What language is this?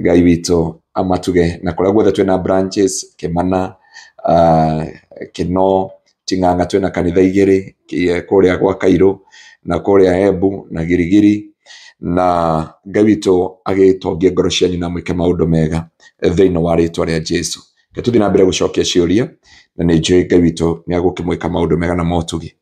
Kikuyu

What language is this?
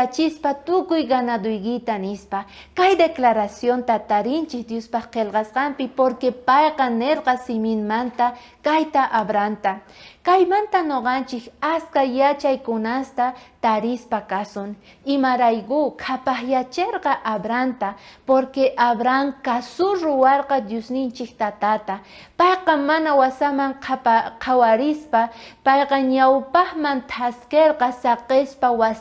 South Bolivian Quechua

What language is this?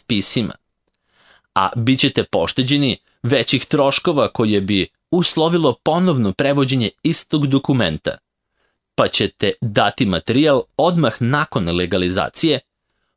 Serbian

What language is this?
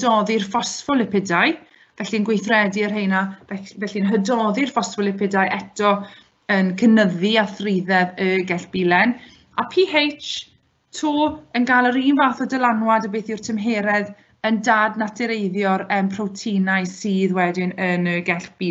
Welsh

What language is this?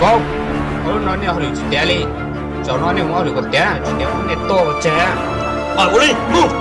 Hmong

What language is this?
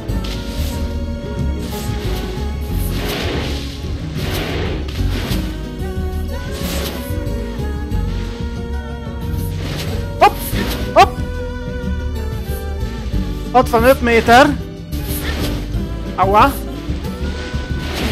Hungarian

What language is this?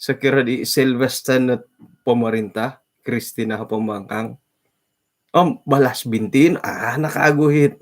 Central Dusun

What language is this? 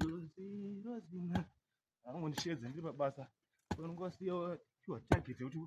Shona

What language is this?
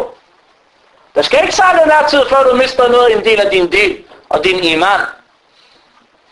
Danish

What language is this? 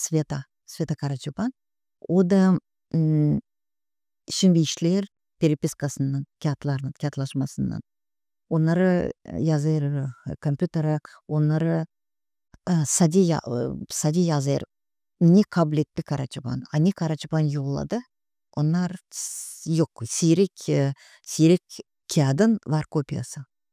Gagauz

